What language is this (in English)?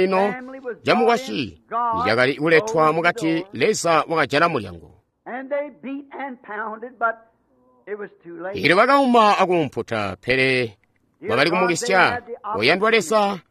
Tonga (Zambia)